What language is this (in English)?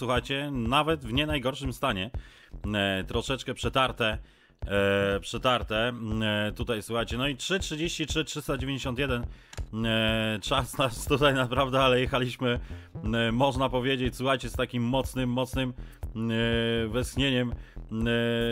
Polish